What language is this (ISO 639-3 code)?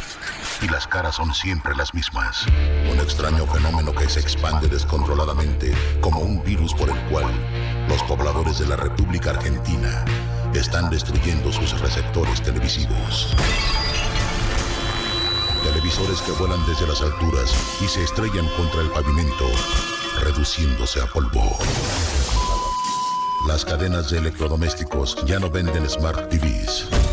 spa